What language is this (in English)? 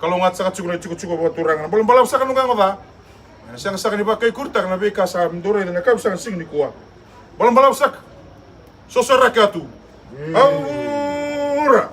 Fijian